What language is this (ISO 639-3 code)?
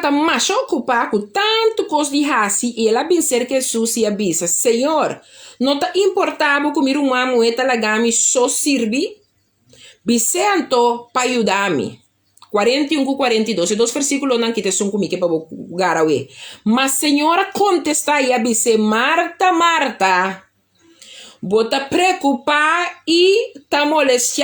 pap